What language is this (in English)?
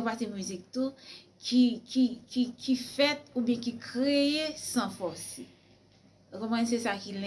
Haitian Creole